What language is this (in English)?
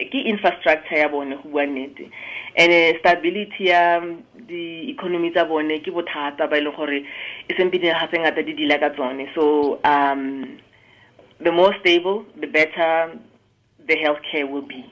Tswana